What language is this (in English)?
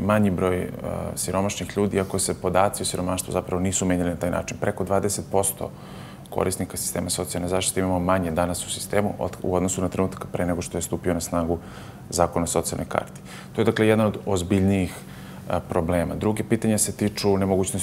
Serbian